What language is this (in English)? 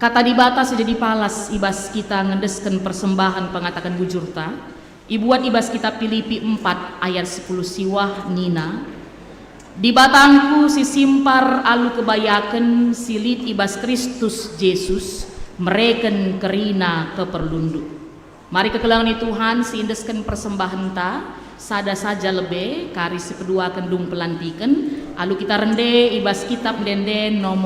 Batak Karo